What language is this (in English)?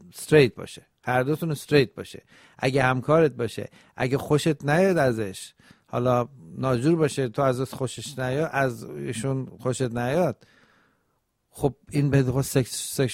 Persian